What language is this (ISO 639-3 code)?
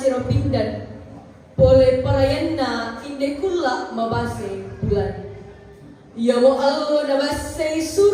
sda